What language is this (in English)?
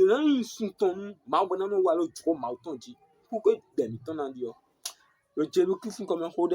Fon